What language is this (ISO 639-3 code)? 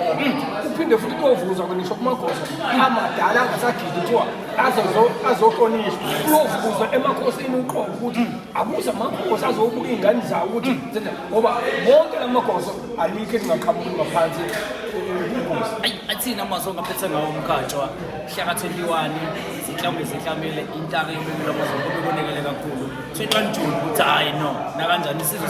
zul